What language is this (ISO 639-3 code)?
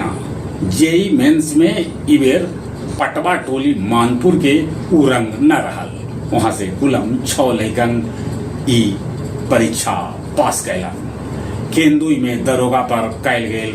mag